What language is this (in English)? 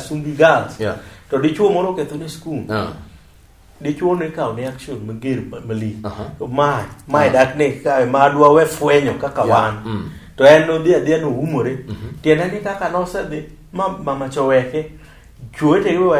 Luo (Kenya and Tanzania)